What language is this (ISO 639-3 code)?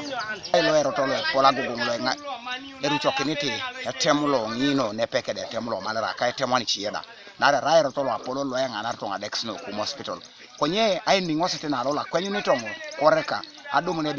teo